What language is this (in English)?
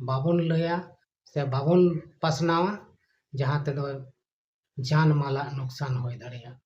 Santali